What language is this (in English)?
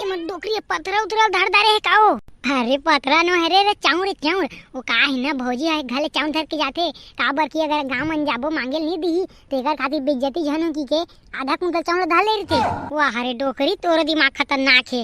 Chhattisgarhi